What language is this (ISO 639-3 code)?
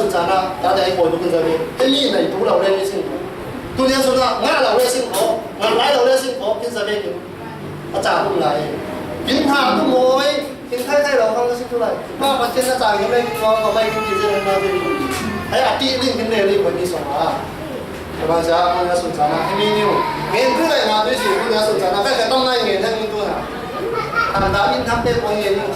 cfm